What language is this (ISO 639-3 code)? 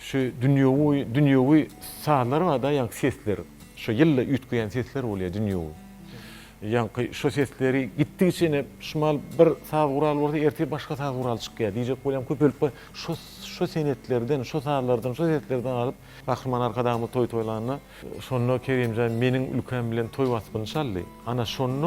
tuk